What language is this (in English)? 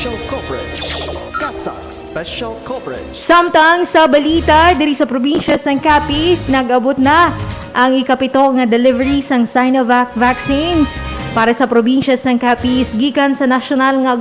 Hiligaynon